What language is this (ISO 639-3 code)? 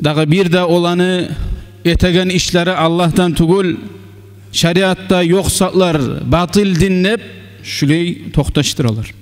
kum